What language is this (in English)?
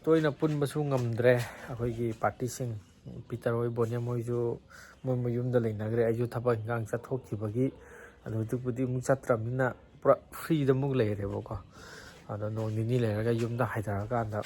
Manipuri